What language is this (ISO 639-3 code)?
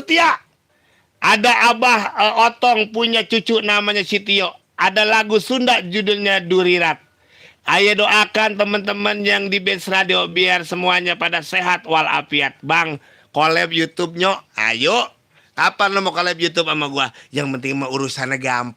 bew